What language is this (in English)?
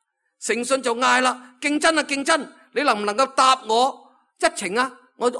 Cantonese